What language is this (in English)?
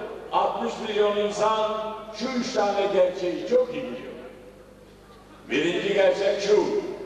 Turkish